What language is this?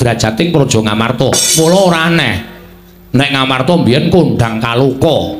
Javanese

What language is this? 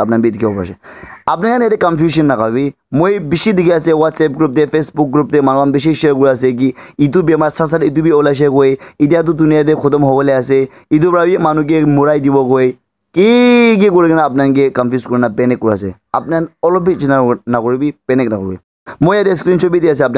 Naga Pidgin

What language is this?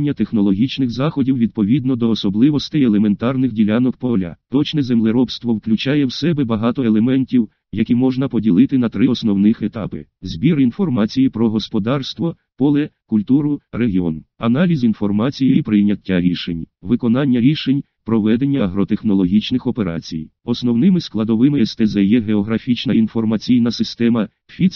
Ukrainian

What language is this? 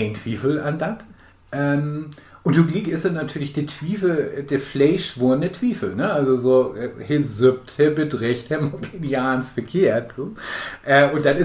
Low German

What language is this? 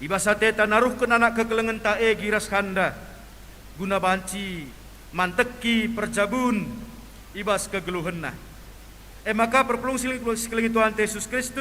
Batak Karo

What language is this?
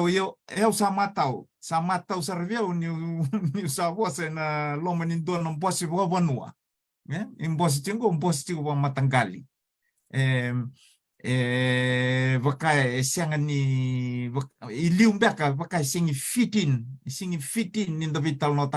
Fijian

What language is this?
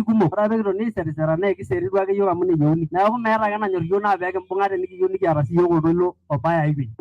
Masai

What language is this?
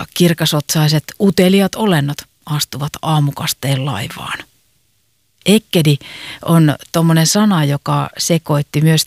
Finnish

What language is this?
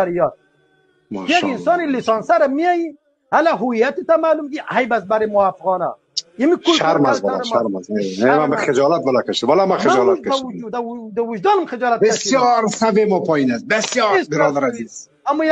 Persian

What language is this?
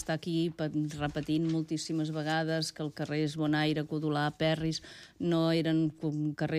Catalan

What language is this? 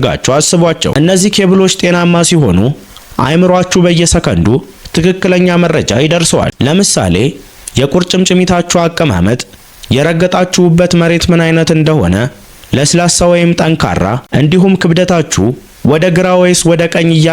Amharic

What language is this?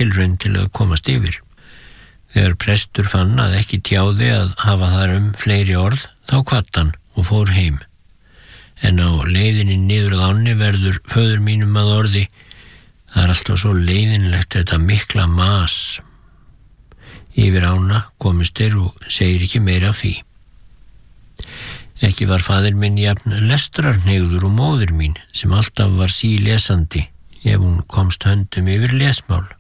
Icelandic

